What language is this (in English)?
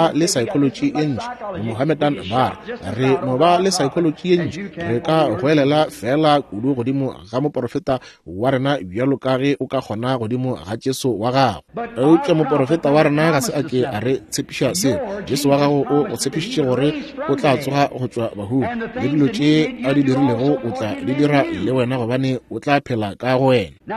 Northern Sotho